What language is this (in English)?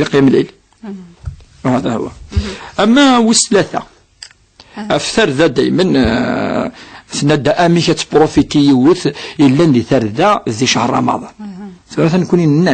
Kabyle